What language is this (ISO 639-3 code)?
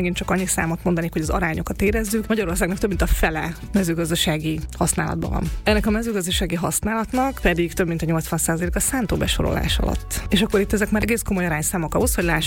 hun